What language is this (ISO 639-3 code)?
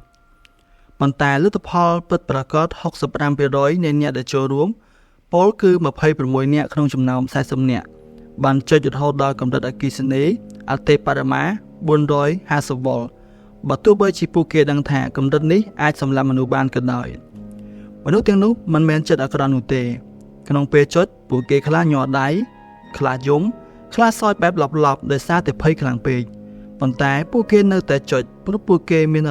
khm